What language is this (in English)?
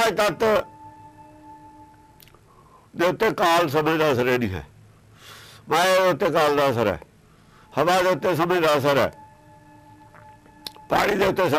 Punjabi